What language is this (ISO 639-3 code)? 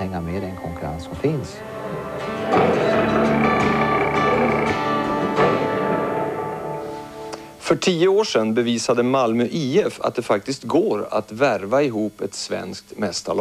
swe